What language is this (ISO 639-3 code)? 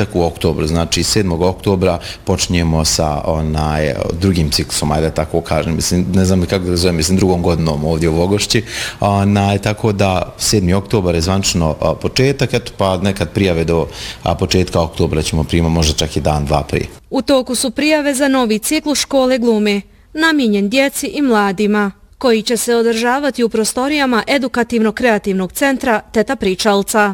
bos